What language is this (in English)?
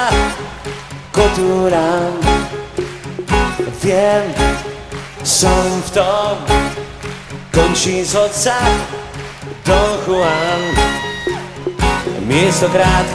Slovak